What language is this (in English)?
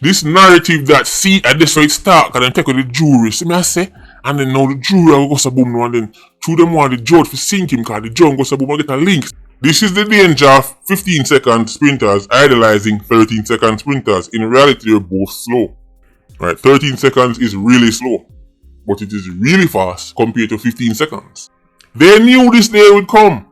Jamaican Creole English